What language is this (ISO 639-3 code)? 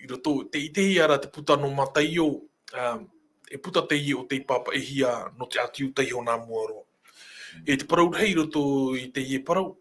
tah